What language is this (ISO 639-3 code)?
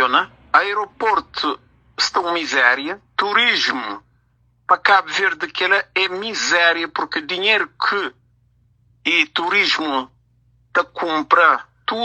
kea